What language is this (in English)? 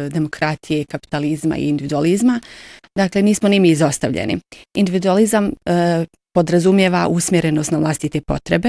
Bosnian